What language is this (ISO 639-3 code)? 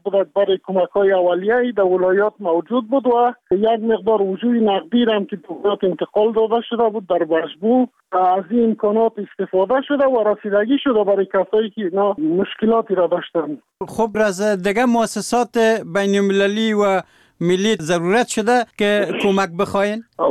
fas